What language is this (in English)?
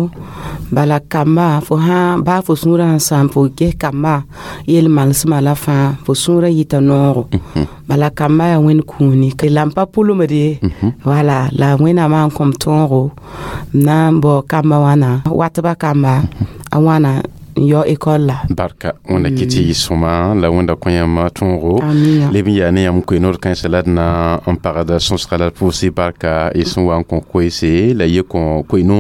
Mossi